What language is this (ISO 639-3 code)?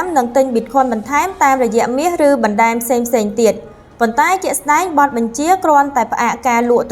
khm